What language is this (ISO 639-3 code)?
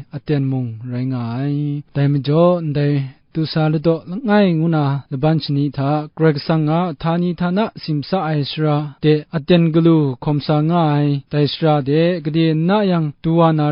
kac